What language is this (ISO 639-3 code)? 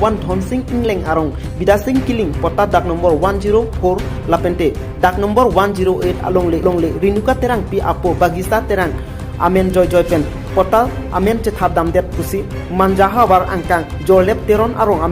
mjw